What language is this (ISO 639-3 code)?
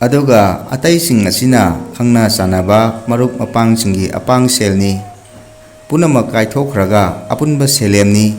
mni